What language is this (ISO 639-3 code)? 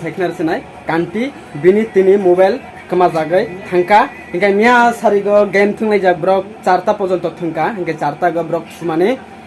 trp